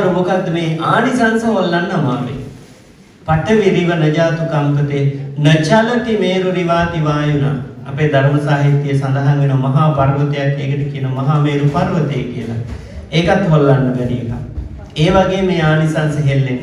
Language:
Sinhala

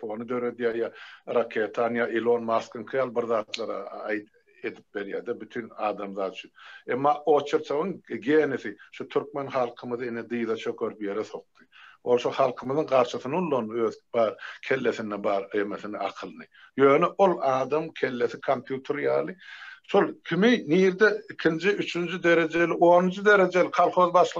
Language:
Turkmen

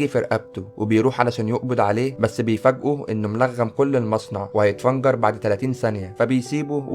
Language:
Egyptian Arabic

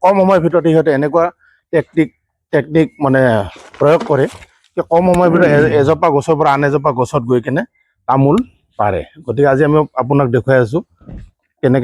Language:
Assamese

